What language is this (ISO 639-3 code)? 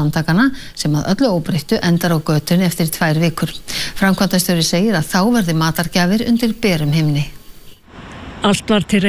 isl